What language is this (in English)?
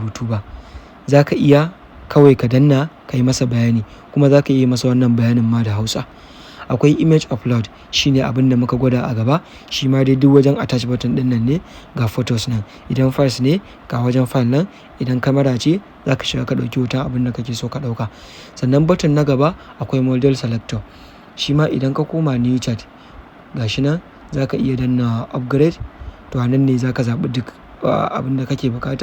Hausa